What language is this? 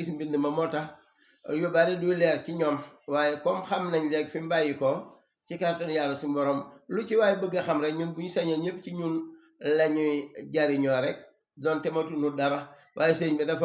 Wolof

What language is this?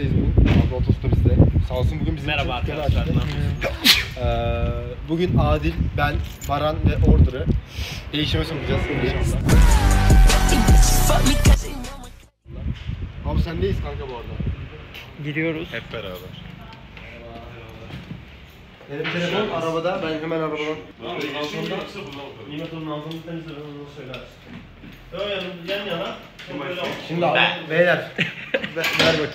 Turkish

